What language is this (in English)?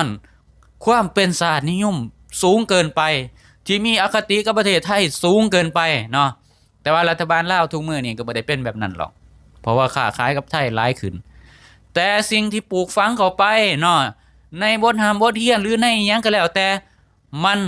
Lao